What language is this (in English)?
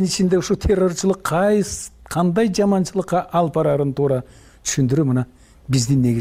Kyrgyz